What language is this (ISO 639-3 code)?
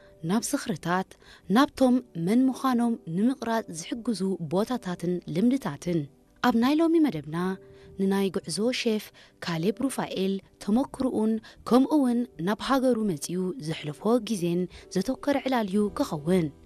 tir